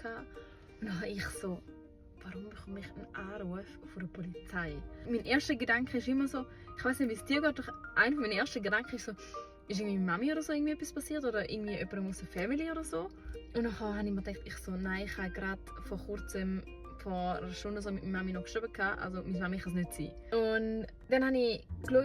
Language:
Swiss German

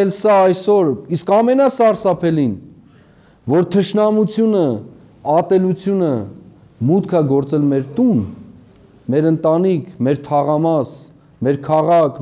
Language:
Armenian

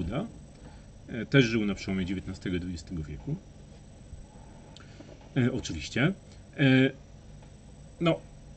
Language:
Polish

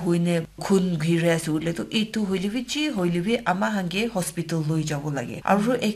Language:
Naga Pidgin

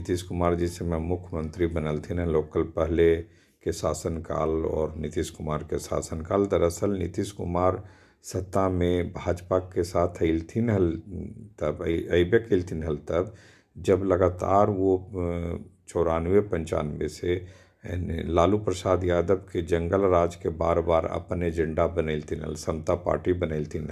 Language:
Magahi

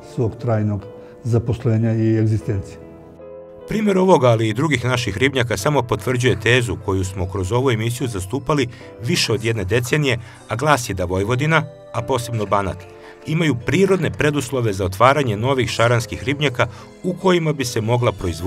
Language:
Serbian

